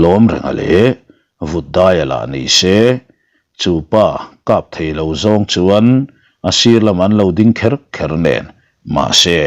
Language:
Mizo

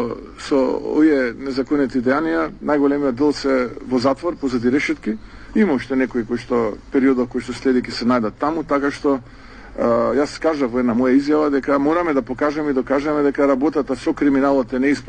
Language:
Macedonian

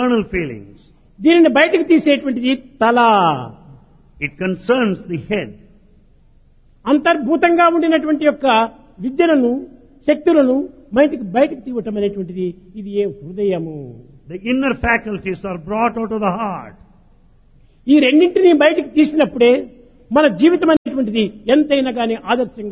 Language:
Telugu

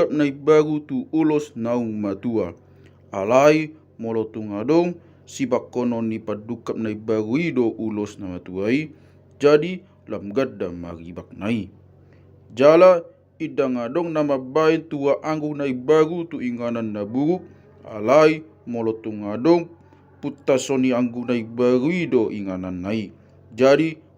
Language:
Batak Toba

